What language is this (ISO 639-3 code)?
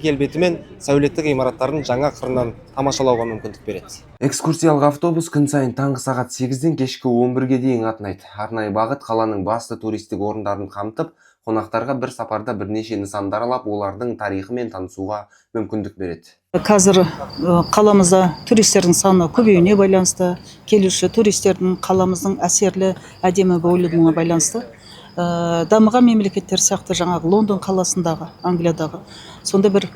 kaz